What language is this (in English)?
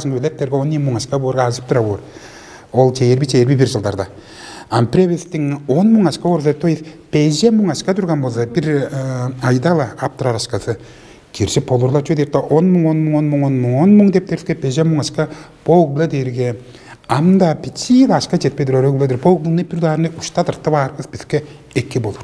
Tuvinian